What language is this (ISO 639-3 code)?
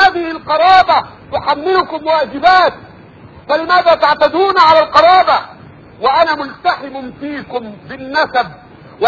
ara